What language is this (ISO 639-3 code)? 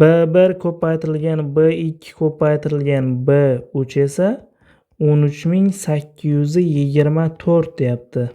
uzb